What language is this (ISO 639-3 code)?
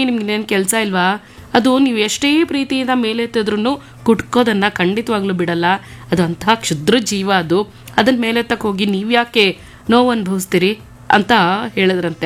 kan